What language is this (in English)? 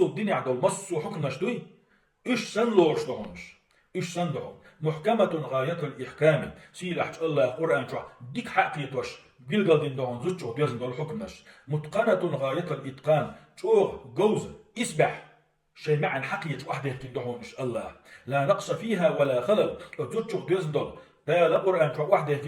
Chechen